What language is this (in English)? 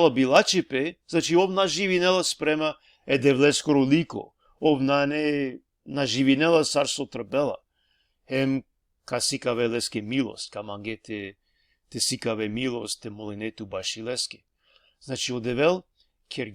Balkan Romani